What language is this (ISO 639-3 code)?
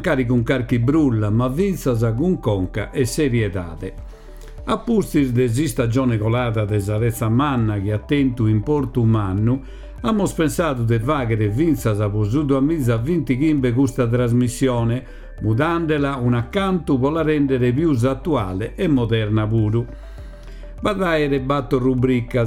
srd